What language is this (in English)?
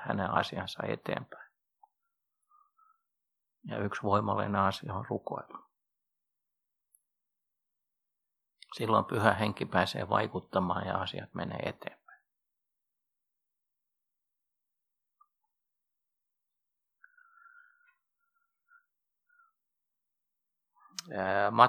Finnish